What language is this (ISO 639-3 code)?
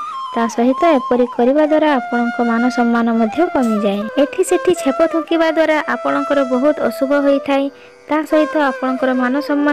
ori